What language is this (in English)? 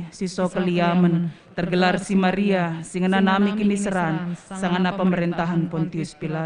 Batak Karo